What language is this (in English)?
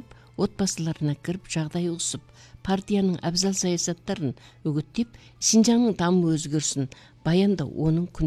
Kazakh